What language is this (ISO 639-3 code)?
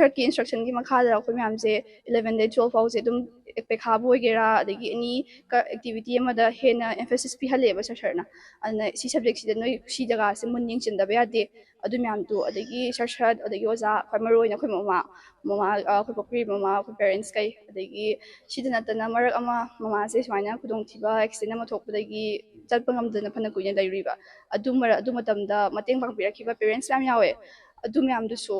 mni